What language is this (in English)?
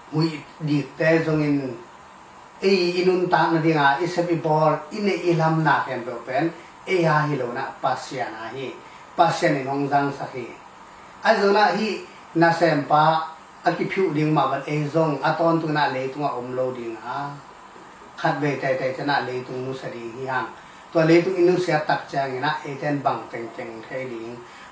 Tedim Chin